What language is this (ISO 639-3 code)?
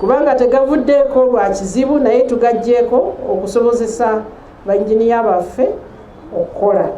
lug